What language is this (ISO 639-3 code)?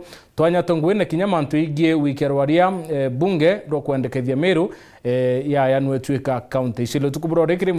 mer